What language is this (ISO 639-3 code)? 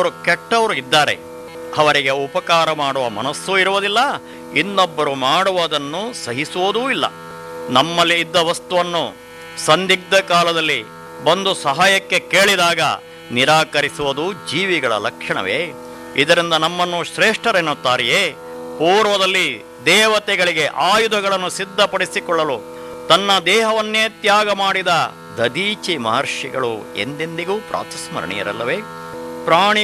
kan